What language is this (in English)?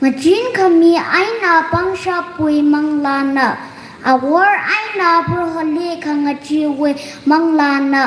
Tangkhul Naga (India)